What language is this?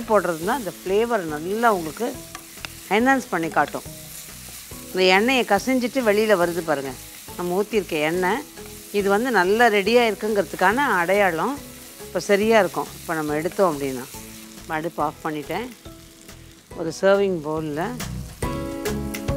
Tamil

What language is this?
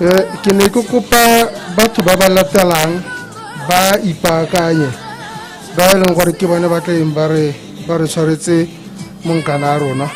Tswana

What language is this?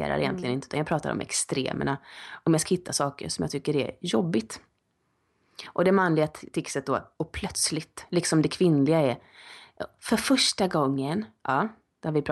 Swedish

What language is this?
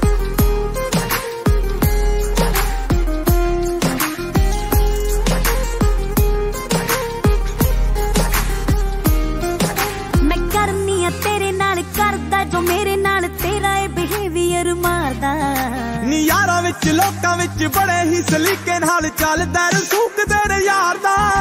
Punjabi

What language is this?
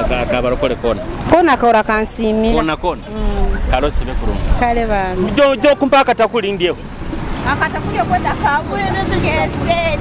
Nyoro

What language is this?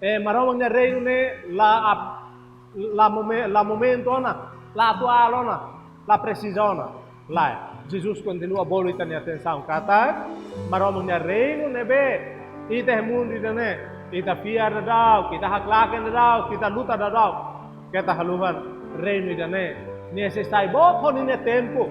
Tetum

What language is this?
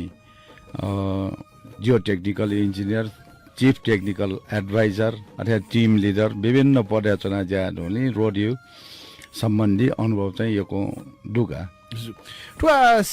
Newari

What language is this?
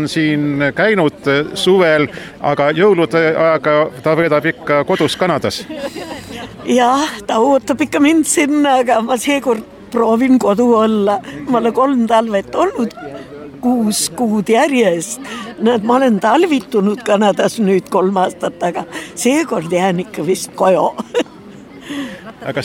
Estonian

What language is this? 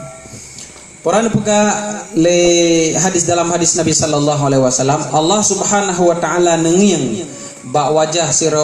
Achinese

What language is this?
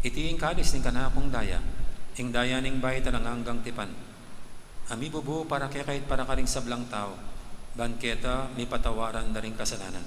Pampanga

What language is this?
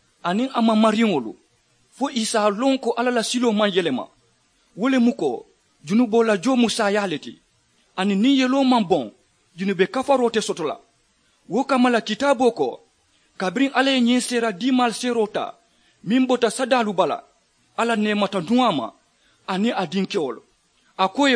Mandingo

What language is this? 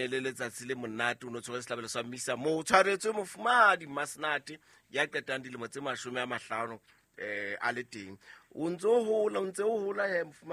Southern Sotho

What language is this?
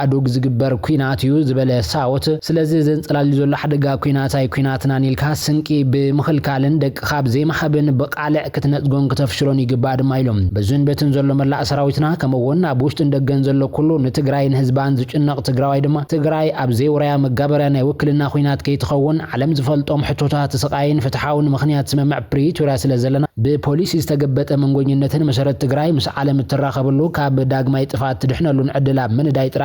Tigrinya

